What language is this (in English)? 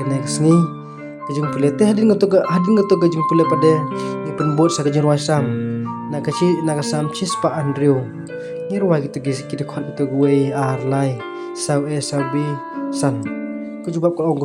Khasi